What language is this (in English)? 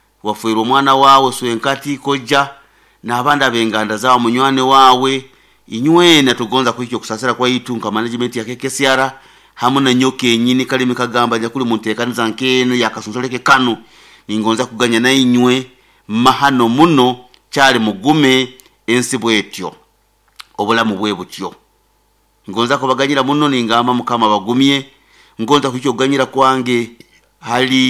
Nyoro